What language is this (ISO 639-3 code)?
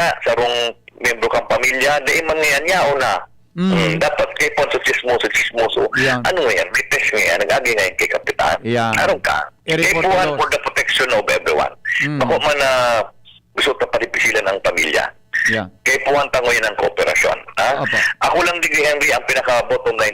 bik